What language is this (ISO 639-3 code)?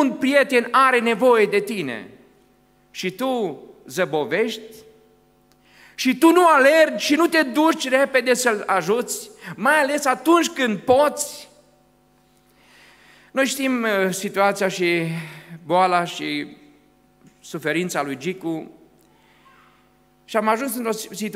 ron